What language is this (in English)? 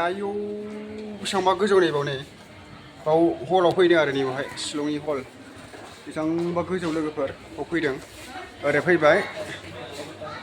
Bodo